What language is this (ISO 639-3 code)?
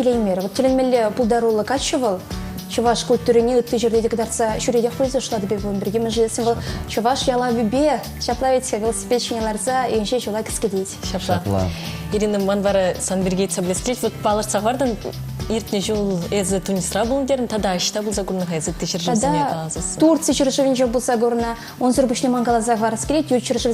chv